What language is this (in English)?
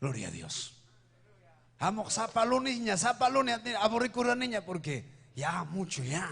Ayacucho Quechua